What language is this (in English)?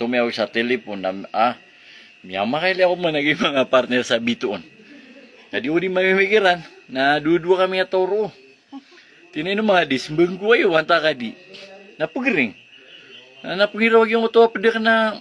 Maranao